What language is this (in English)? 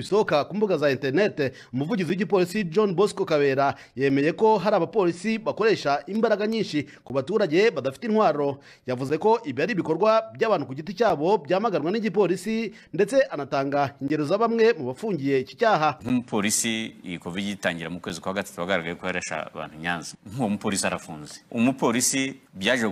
Kinyarwanda